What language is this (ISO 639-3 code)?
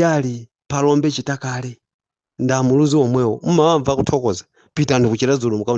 nya